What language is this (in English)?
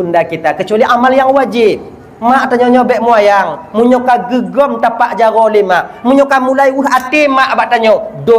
Achinese